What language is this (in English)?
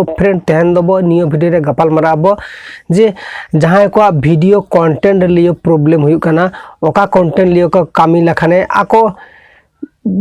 Santali